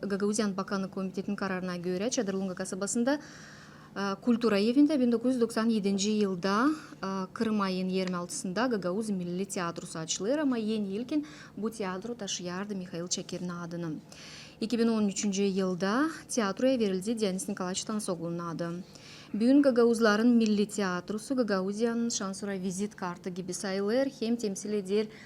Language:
Gagauz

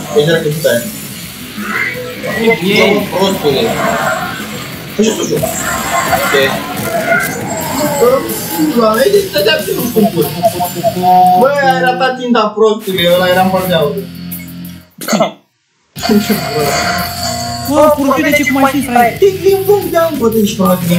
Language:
Romanian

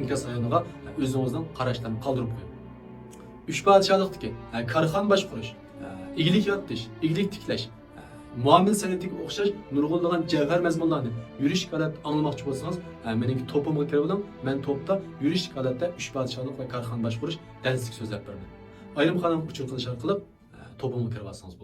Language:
Uyghur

